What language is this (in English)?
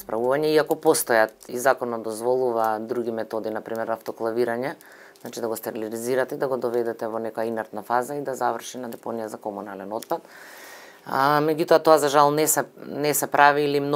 Macedonian